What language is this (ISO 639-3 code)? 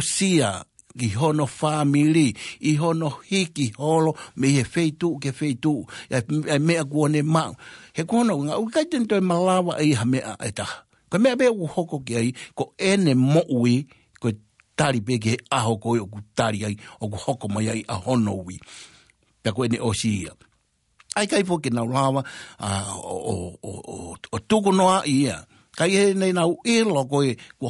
ton